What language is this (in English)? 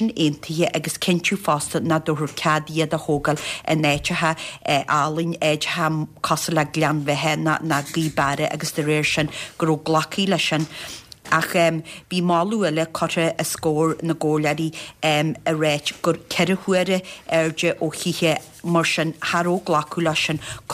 Irish